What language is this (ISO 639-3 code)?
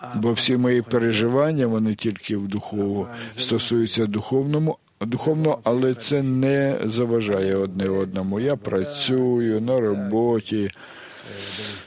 ukr